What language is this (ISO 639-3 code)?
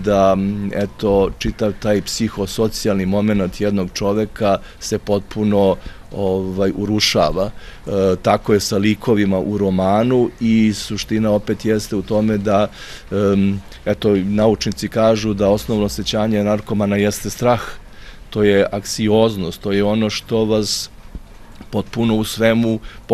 srp